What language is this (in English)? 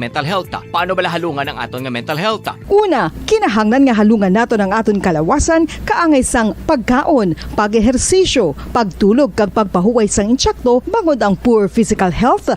Hiligaynon